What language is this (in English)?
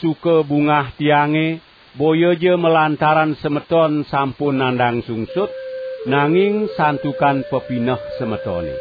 Balinese